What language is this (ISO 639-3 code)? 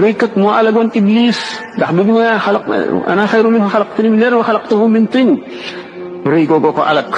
wol